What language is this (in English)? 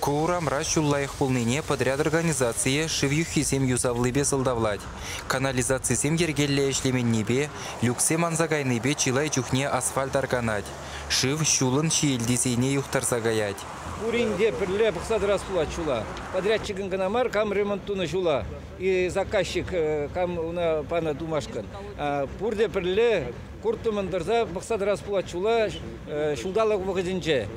Chuvash